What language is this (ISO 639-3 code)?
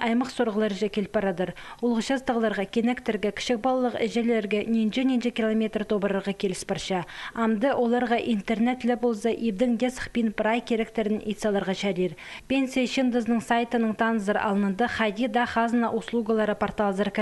kjh